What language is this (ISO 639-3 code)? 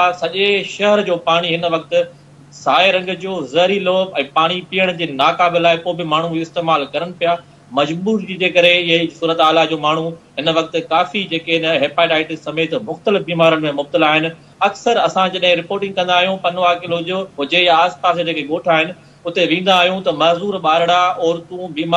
snd